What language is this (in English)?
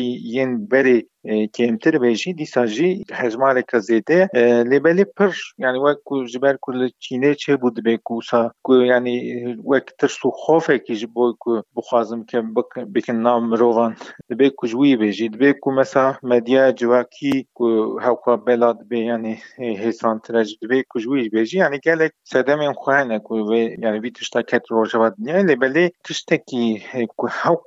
Kurdish